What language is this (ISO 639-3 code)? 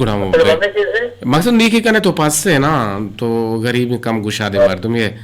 bgp